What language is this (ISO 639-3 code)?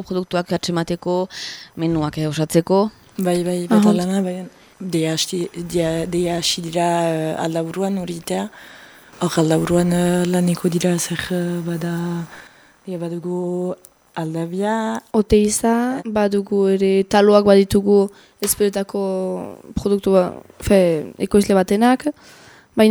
eus